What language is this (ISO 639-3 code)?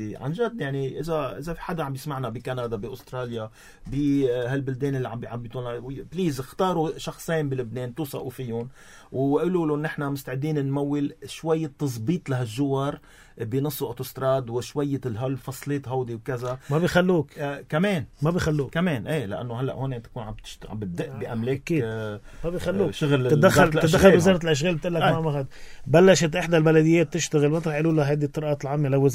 apc